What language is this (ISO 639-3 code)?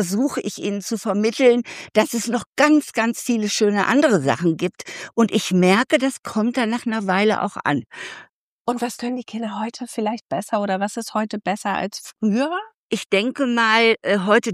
deu